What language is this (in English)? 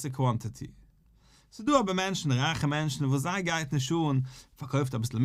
Yiddish